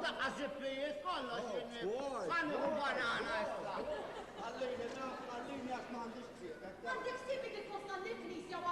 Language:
Maltese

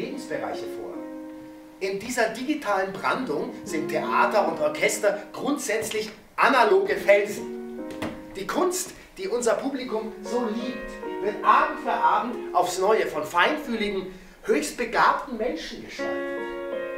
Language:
German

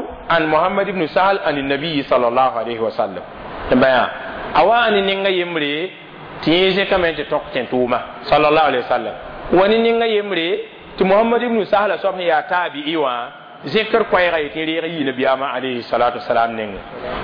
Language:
Mossi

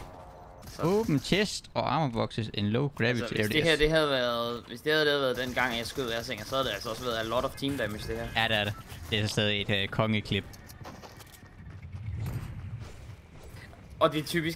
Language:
Danish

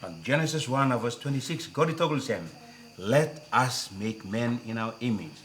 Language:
Tok Pisin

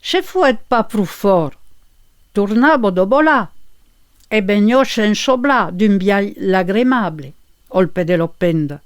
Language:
Occitan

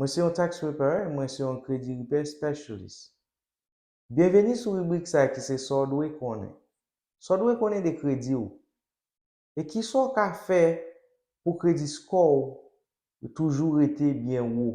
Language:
Haitian Creole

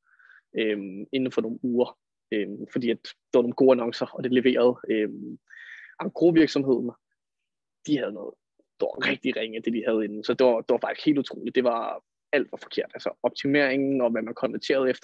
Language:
Danish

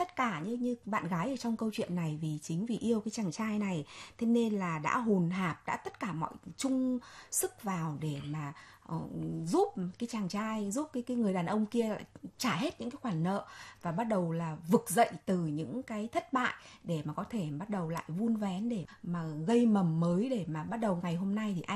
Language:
Vietnamese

